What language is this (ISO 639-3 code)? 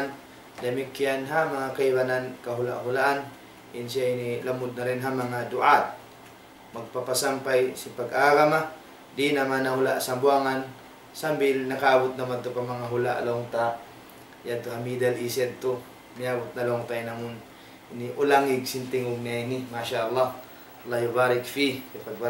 tsg